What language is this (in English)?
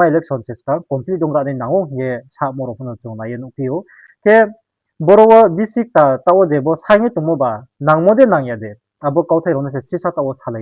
Riang (India)